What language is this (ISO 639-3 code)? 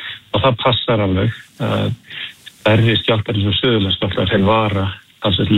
isl